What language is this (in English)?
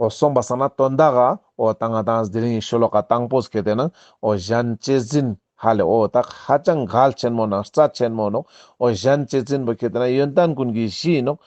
Ladakhi